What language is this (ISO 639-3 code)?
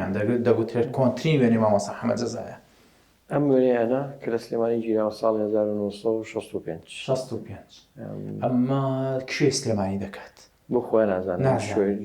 ckb